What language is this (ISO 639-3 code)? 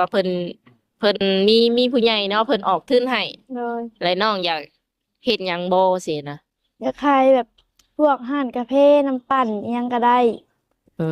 lao